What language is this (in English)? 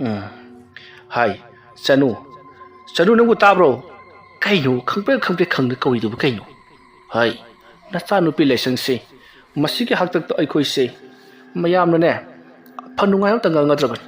Manipuri